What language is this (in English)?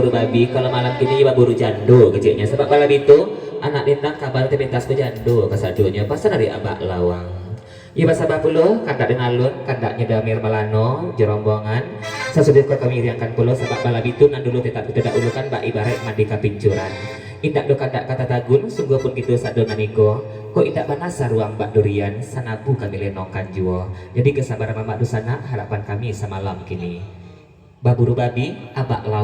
Minangkabau